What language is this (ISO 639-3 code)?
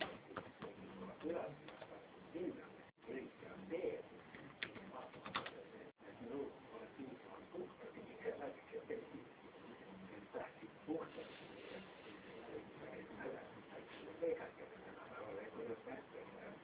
est